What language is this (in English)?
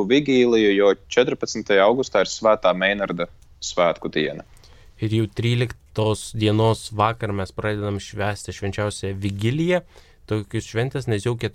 Lithuanian